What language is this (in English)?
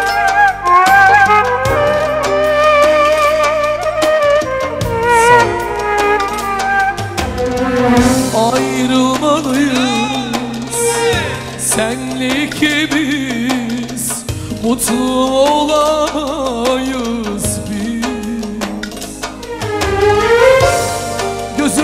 Turkish